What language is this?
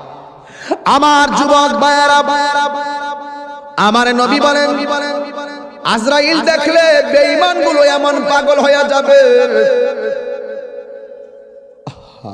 Bangla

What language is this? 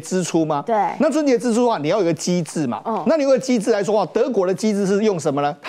Chinese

